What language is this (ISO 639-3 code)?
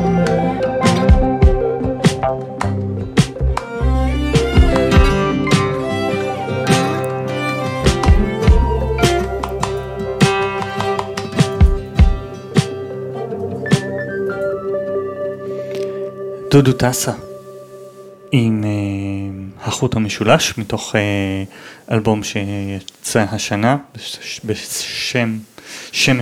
heb